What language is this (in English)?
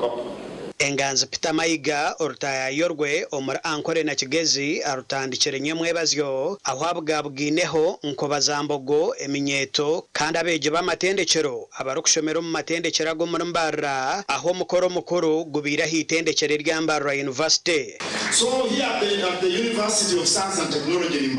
Nyankole